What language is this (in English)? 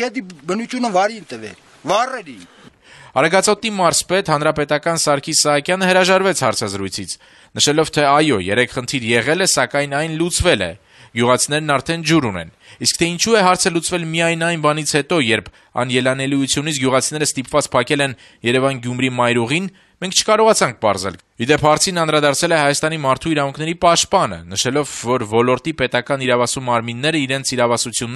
Armenian